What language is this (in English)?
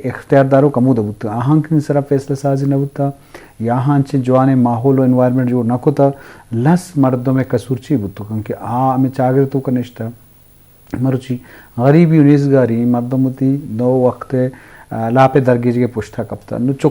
Eastern Balochi